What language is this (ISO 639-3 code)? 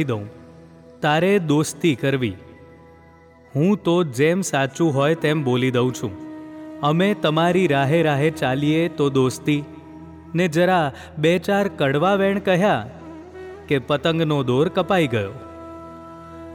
guj